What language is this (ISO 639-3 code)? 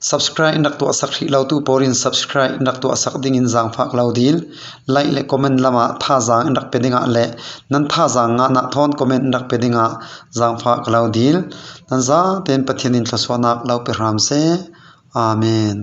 cfm